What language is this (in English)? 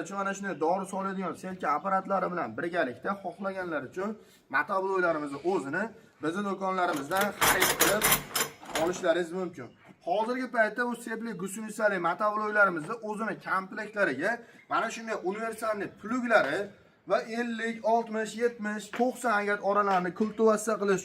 Uzbek